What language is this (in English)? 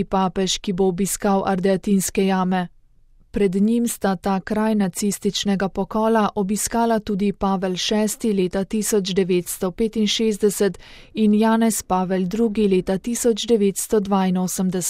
Slovenian